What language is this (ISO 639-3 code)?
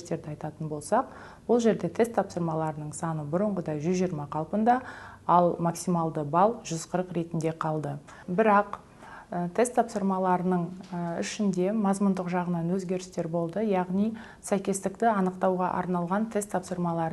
kaz